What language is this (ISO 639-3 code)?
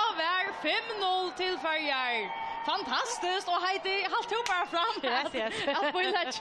fao